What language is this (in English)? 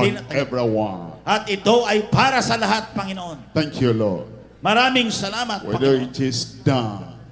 Filipino